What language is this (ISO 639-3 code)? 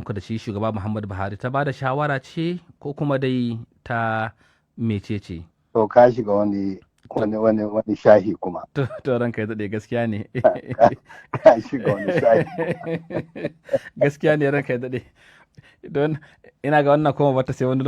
hau